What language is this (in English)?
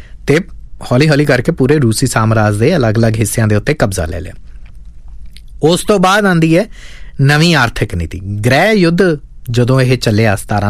Punjabi